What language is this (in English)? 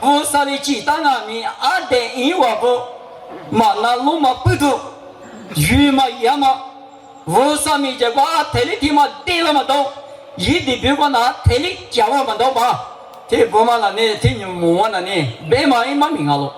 Lisu